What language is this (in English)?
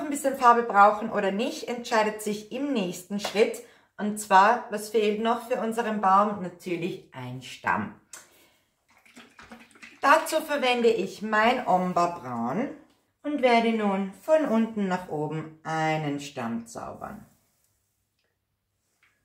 German